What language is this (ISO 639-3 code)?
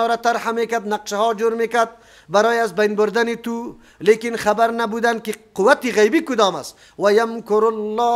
fas